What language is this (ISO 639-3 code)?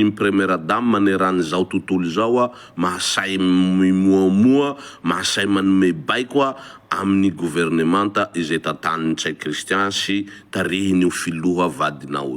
mlg